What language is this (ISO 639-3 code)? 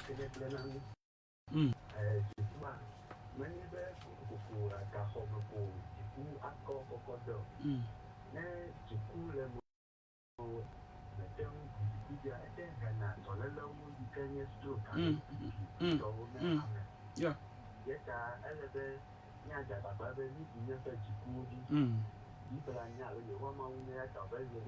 ewe